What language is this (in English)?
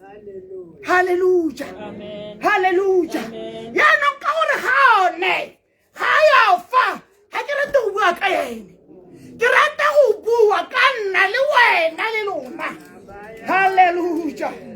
Tswana